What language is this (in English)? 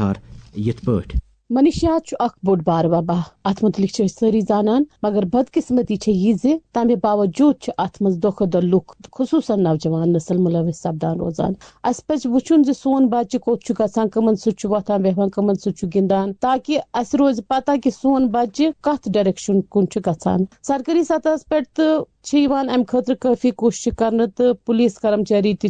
Kashmiri